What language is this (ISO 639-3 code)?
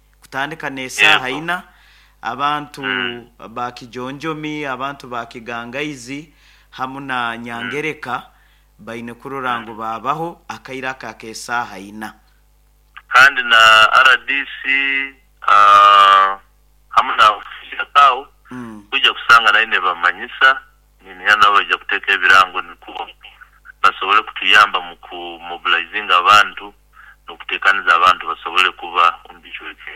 nyo